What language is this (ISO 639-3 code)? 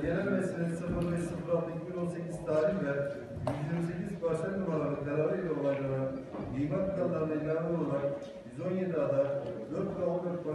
tur